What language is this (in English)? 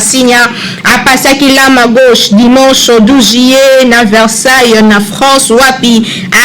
Lingala